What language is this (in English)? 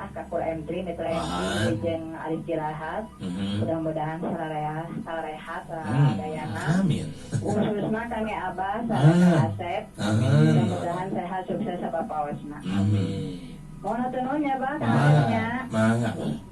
Sundanese